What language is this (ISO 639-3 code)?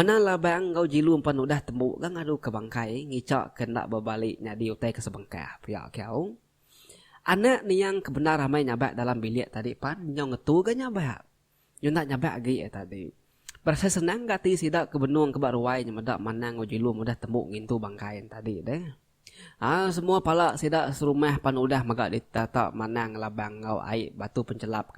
iba